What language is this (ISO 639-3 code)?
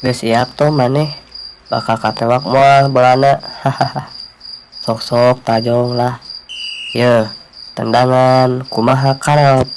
sun